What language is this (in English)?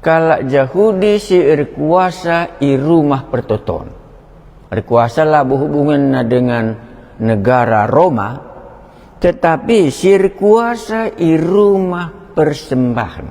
Batak Karo